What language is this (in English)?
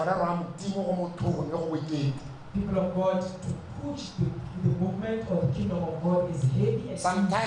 Tswana